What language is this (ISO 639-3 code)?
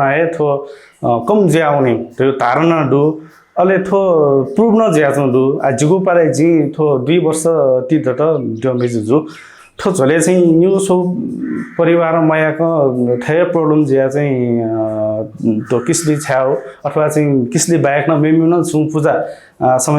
new